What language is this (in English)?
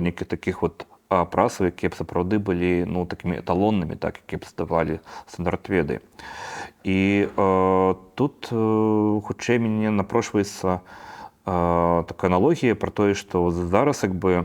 Belarusian